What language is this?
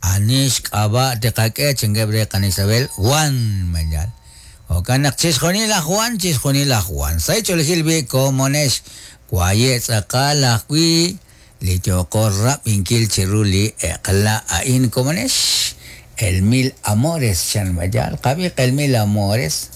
Kekchí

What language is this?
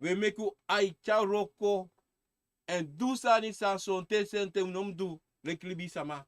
Sranan Tongo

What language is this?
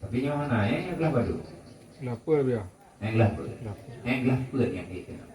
Achinese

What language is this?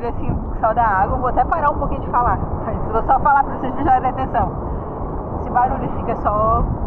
Portuguese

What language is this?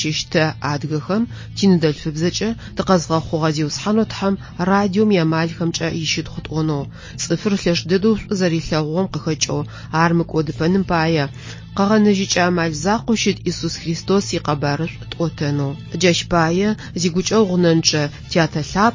Adyghe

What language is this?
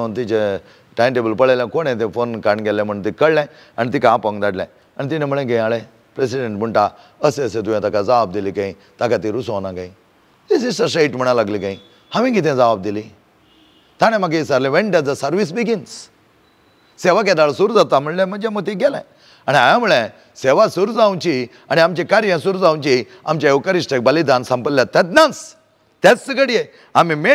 Konkani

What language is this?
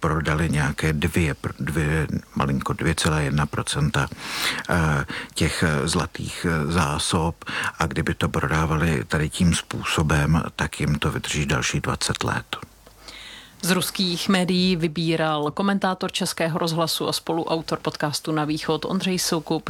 Czech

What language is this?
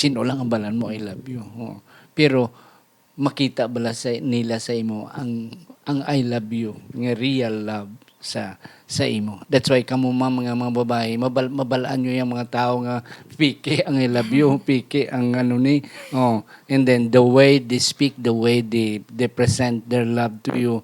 Hiligaynon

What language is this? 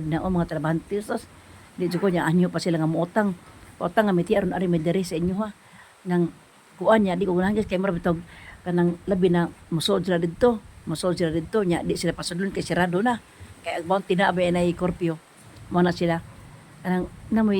Cebuano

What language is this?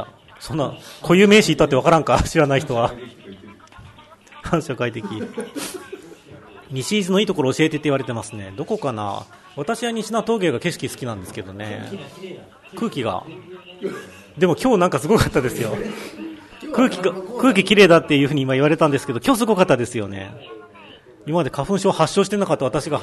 Japanese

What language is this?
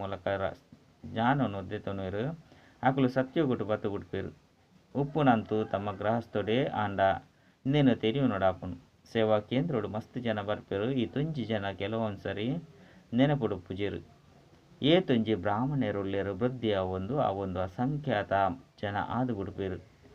Tulu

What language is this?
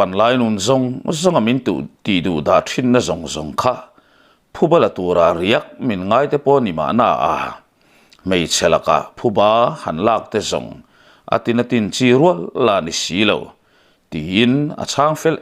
Mizo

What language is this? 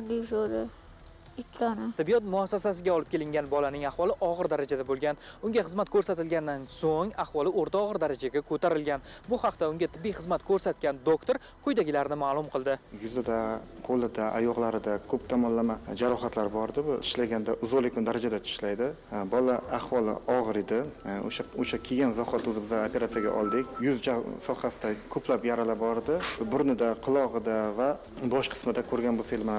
Uzbek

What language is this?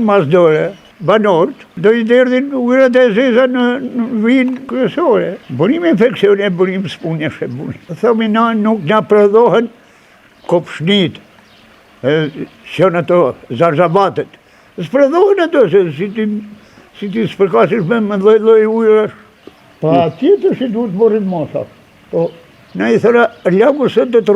Albanian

